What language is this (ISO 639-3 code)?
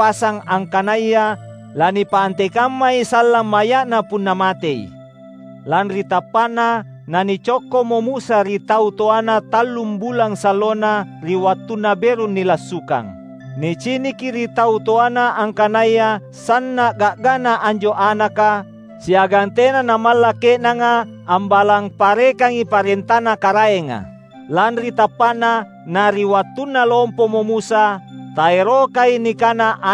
mak